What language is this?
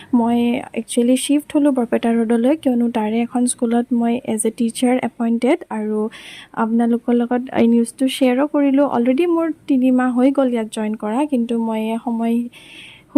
Assamese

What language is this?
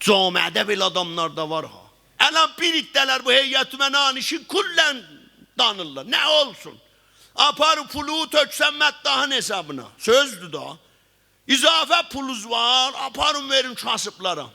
South Azerbaijani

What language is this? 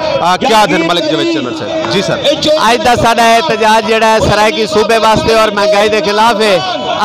Saraiki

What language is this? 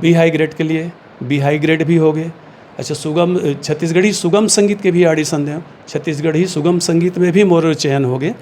Chhattisgarhi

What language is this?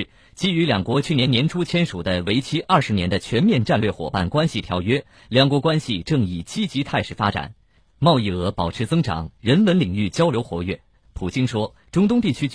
Chinese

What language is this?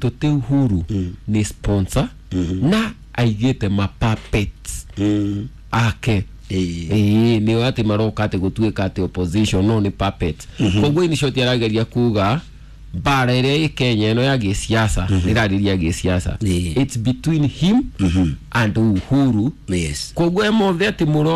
Kikuyu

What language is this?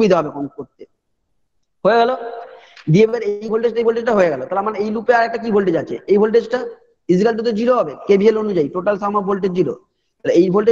Bangla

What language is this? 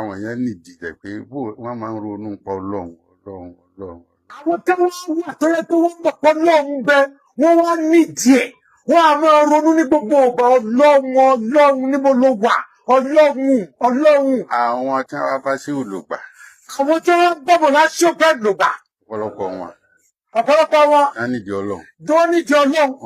Yoruba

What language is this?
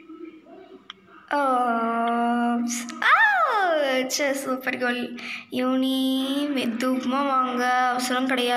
Tamil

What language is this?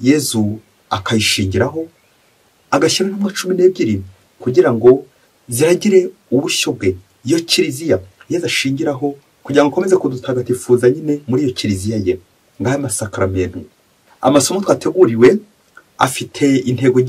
Kinyarwanda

